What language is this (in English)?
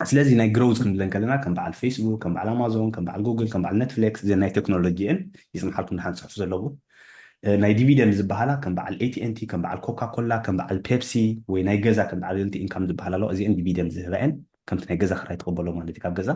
Tigrinya